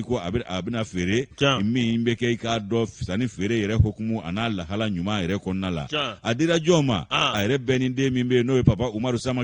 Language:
Bambara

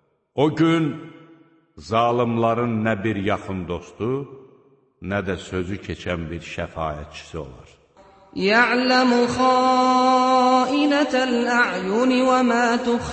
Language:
Azerbaijani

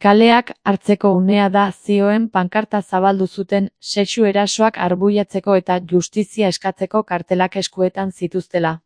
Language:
Basque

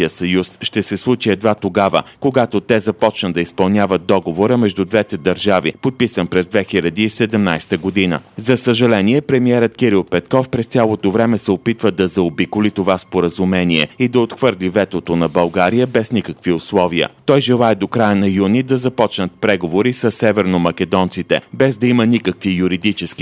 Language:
Bulgarian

